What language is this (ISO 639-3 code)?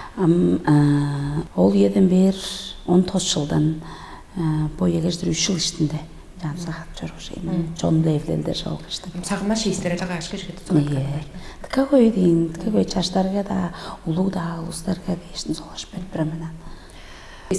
tyv